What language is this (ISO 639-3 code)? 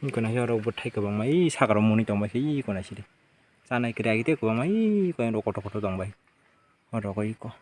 trp